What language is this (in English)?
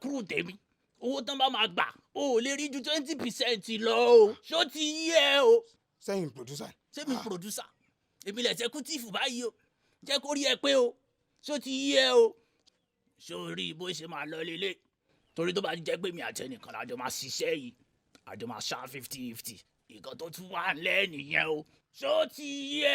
Yoruba